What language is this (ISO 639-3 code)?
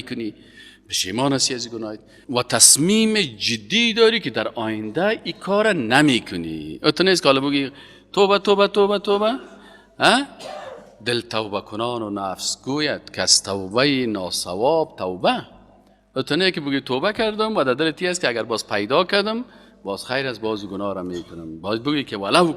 fas